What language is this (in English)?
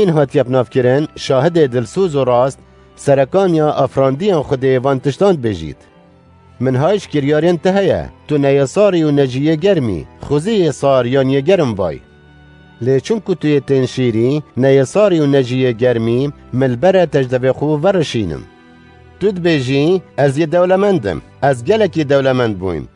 Kurdish